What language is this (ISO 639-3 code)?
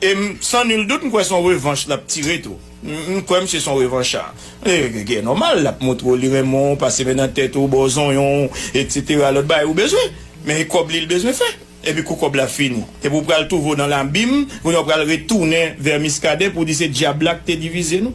hat